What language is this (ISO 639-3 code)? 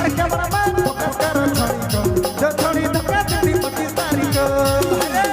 sck